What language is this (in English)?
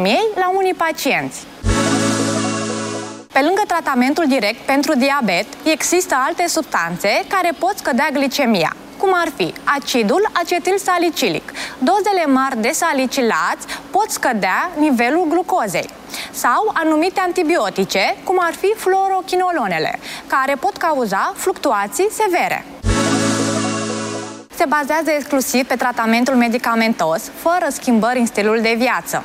Romanian